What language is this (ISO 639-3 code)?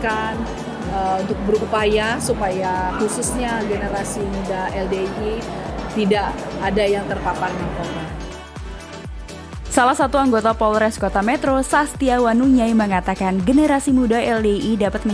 ind